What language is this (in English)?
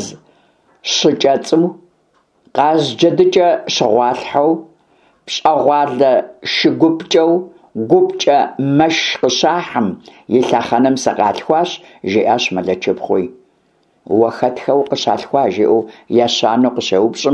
Kabardian